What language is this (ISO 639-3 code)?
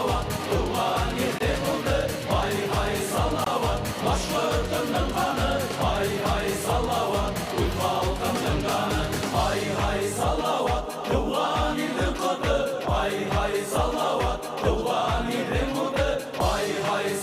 bak